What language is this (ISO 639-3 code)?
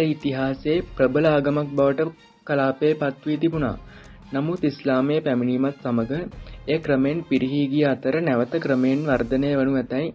sin